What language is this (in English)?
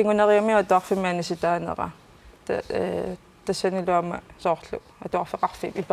Kalaallisut